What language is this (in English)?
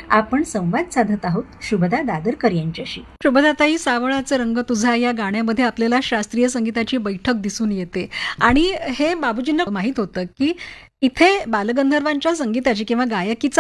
Marathi